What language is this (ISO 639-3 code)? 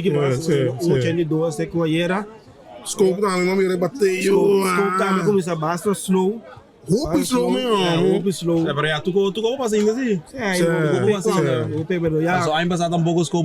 pap